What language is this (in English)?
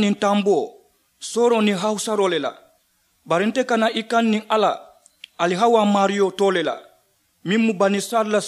Mandingo